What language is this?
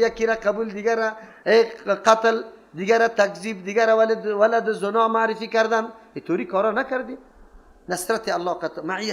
Persian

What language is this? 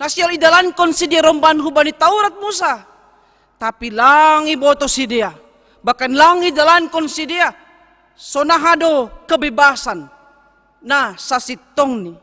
Batak Simalungun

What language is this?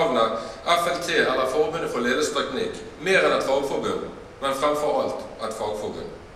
Norwegian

